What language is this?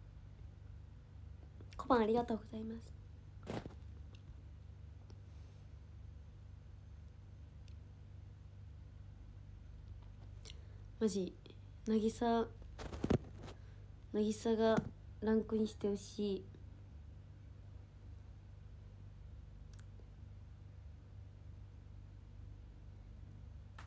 Japanese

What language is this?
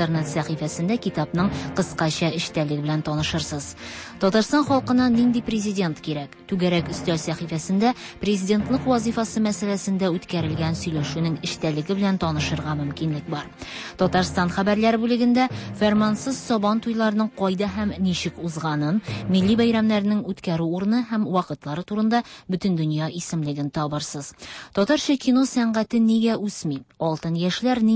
Tatar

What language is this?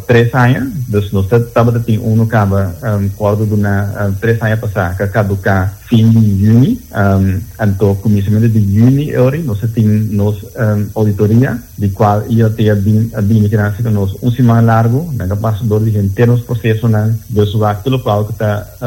Papiamento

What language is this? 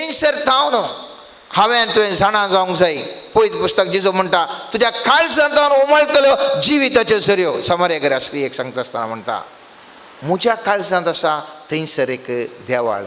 Konkani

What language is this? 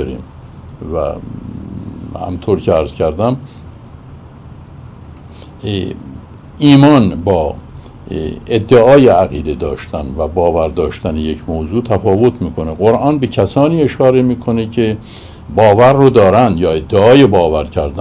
Persian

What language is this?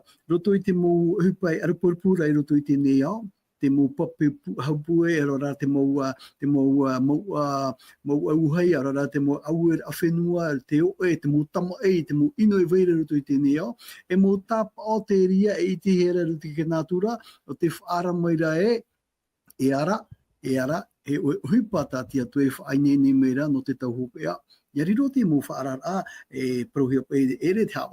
Tahitian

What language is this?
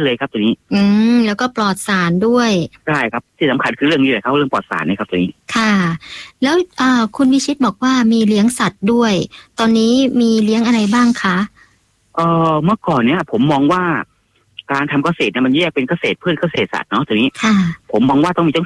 Thai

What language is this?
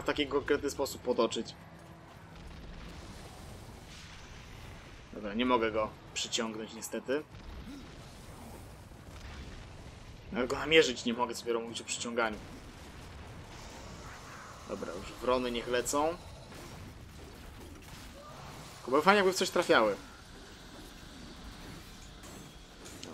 Polish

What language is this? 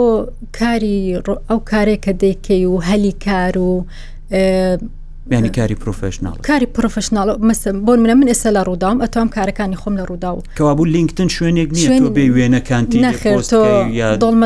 Central Kurdish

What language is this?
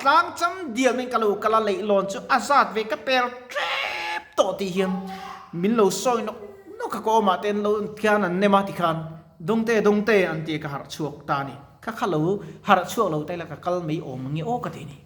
Mizo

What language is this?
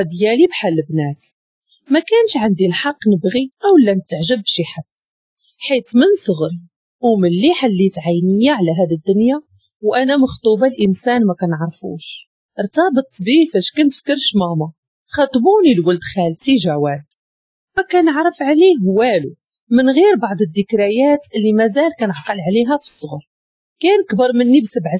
Moroccan Arabic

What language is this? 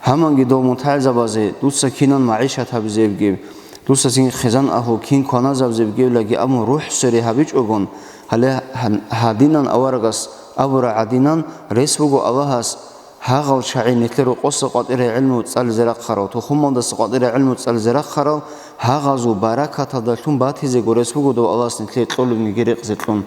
Avaric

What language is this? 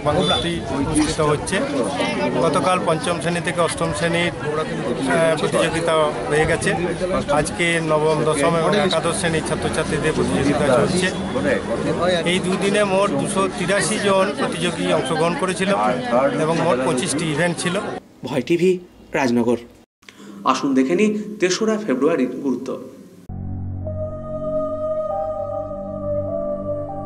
Bangla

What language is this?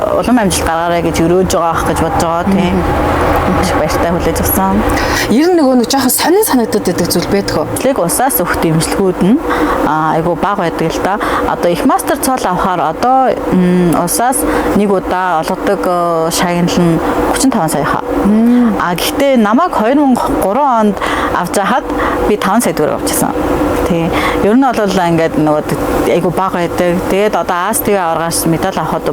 Mongolian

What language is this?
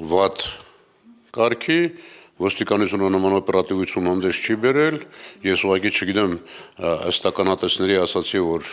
Armenian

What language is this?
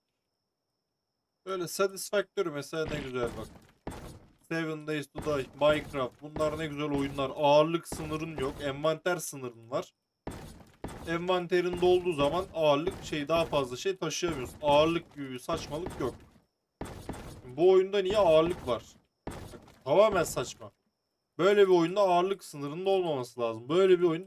Turkish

